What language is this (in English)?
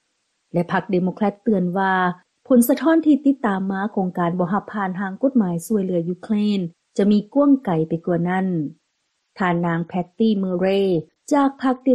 Lao